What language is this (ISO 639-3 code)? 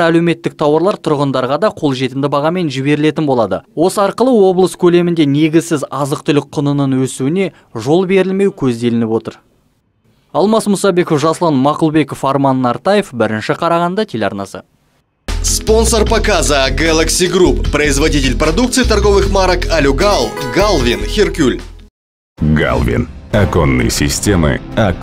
kaz